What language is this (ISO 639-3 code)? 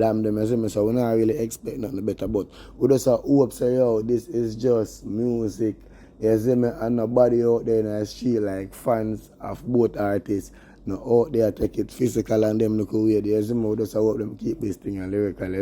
jam